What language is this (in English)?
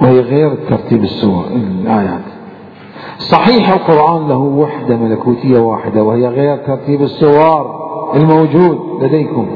Mesopotamian Arabic